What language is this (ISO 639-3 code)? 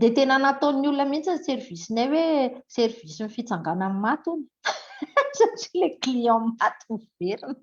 mlg